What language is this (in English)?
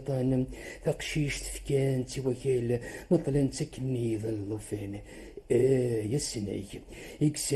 Kabyle